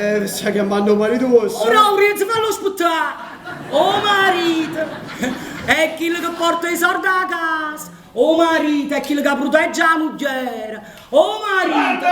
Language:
Neapolitan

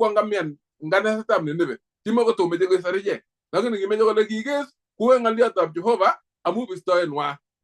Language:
Kalenjin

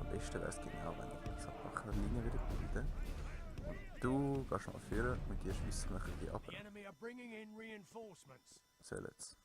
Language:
Swiss German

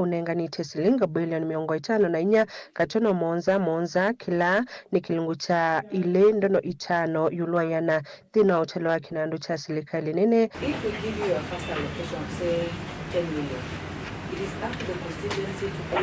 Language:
Kamba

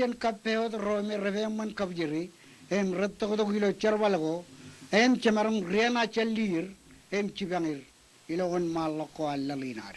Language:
Marshallese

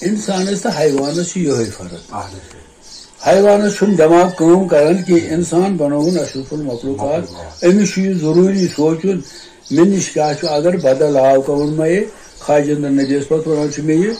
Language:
Kashmiri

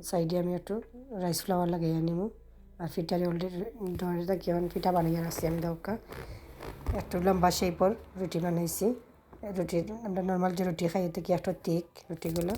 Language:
Sylheti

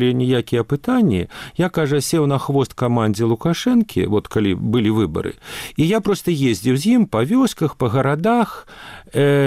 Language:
Belarusian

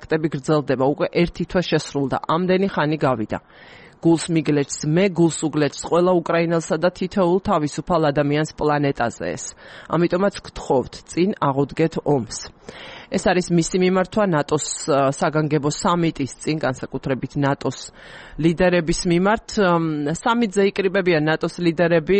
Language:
Georgian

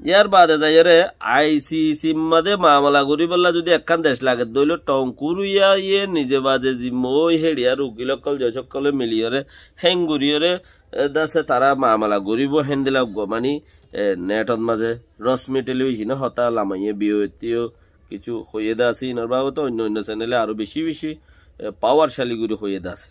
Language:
Rohingya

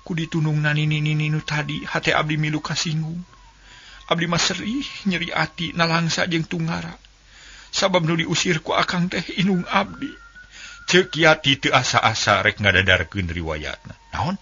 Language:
Sundanese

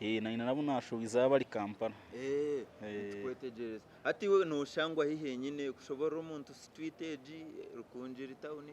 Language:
Nyankole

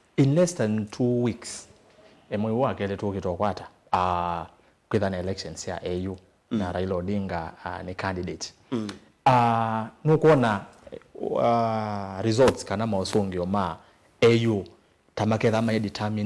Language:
Kamba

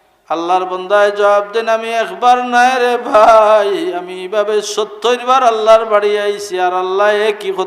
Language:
Sylheti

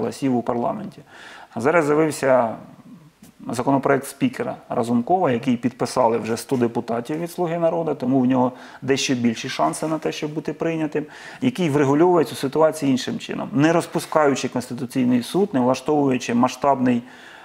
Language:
Ukrainian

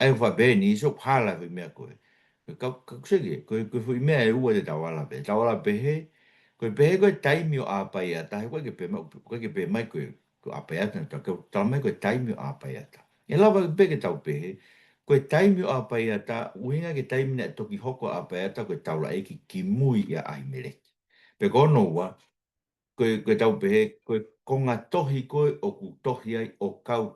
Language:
Tongan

